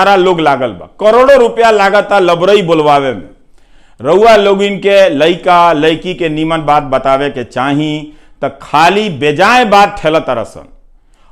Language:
Bhojpuri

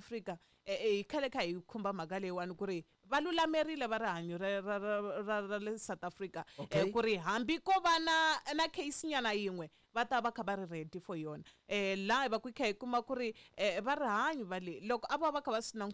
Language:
Tsonga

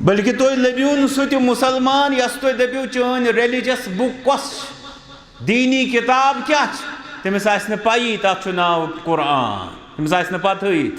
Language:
Kashmiri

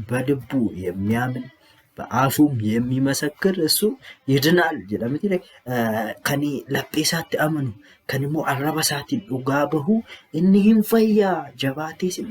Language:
Oromo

